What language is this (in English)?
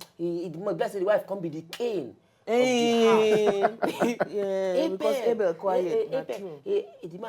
Nigerian Pidgin